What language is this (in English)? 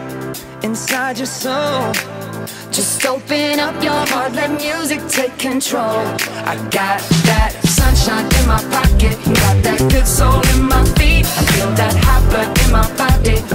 English